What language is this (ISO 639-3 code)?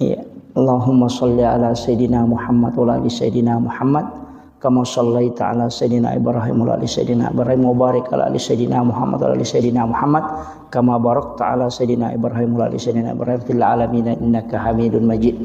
bug